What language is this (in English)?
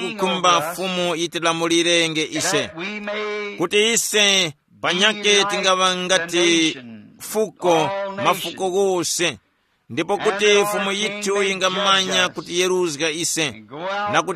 Tumbuka